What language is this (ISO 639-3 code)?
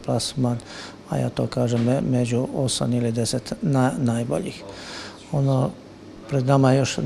hrv